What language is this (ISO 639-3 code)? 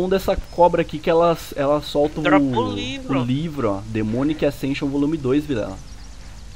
por